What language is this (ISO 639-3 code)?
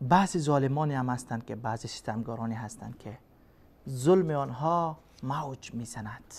fas